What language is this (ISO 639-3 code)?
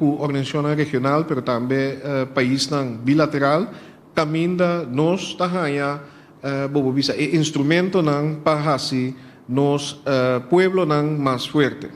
pap